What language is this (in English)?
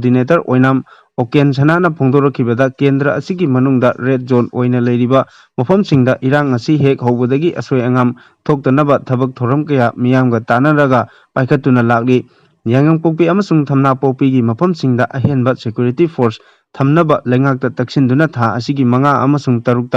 Manipuri